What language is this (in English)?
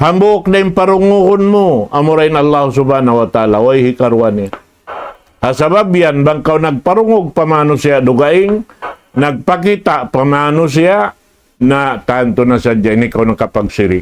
Tausug